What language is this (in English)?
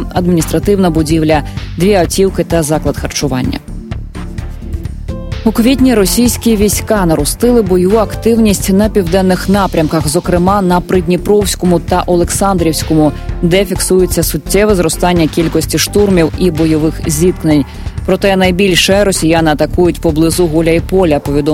Ukrainian